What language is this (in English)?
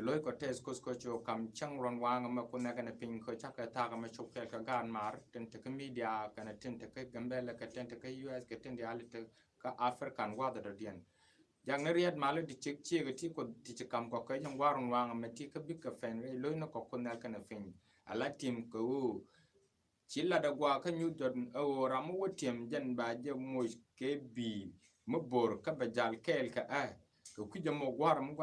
Nuer